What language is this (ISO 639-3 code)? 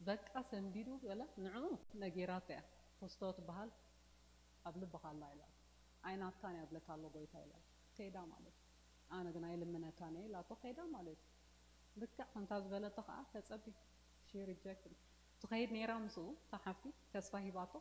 tir